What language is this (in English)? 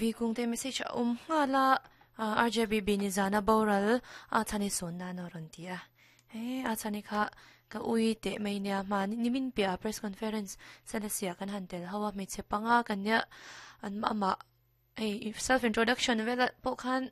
Mizo